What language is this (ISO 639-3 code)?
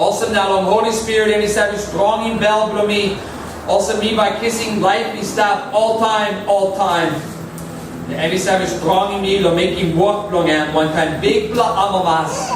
tpi